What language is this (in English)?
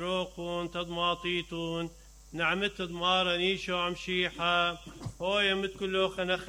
Mesopotamian Arabic